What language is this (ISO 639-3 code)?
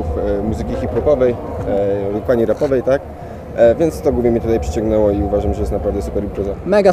pol